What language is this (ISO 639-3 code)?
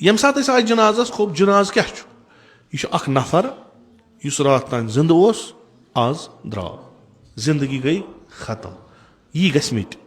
kas